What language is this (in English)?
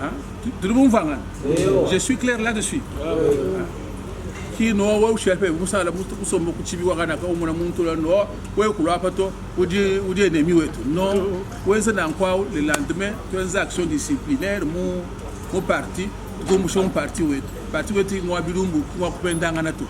Luba-Lulua